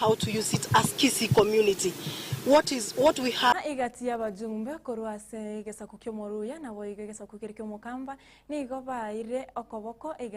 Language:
Gusii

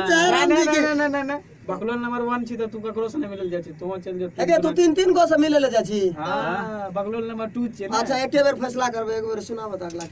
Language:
Maithili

